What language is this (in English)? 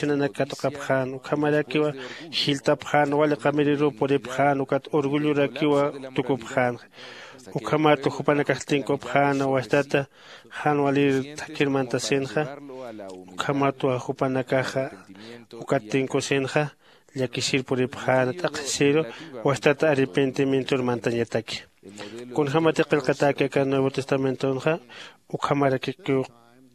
Aymara